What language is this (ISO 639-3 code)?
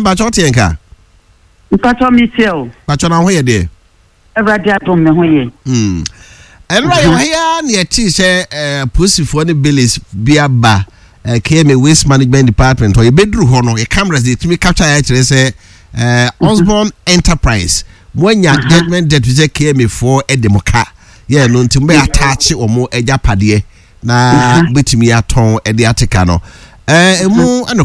aka